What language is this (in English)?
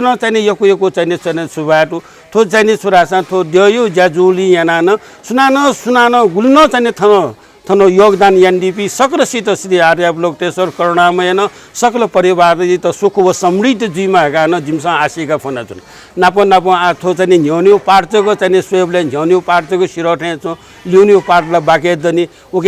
Newari